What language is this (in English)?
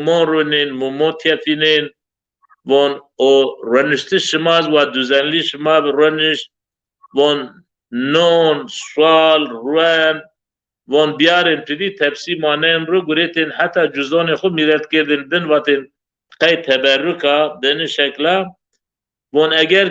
Zaza